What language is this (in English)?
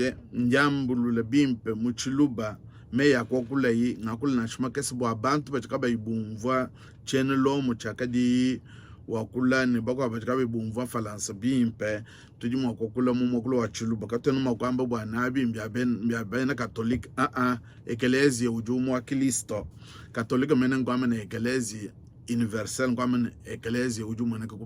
Luba-Lulua